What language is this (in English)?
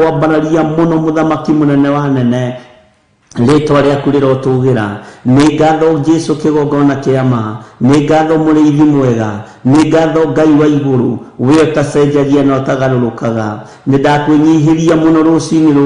Kikuyu